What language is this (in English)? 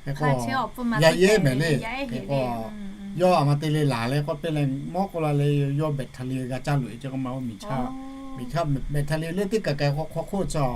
Lahu